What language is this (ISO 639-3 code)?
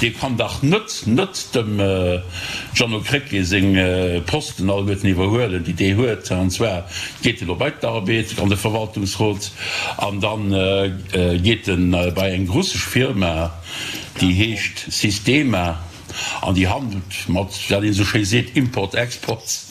ltz